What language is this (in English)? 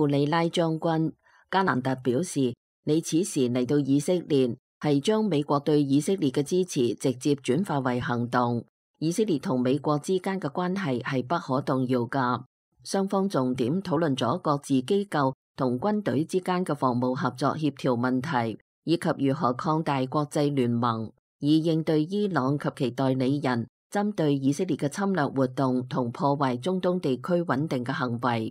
Cantonese